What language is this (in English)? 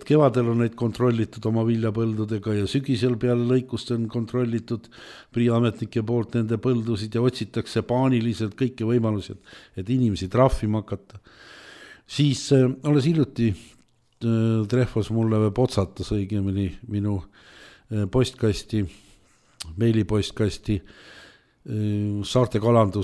Estonian